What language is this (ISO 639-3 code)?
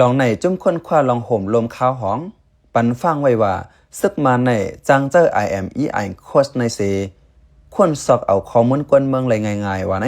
shn